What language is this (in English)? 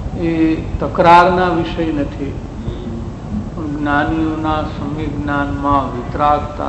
Gujarati